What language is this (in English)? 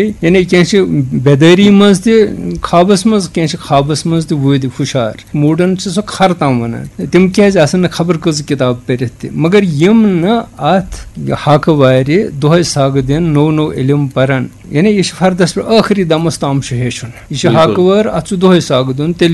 Kashmiri